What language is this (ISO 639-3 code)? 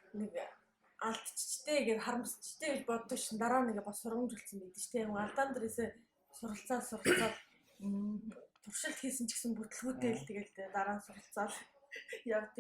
mon